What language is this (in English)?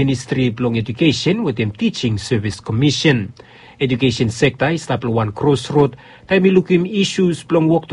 Bislama